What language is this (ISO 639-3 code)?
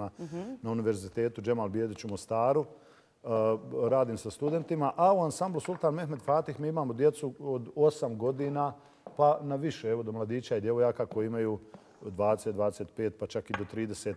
bos